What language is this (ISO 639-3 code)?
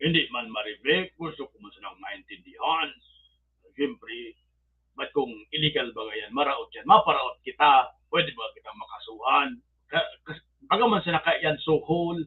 bik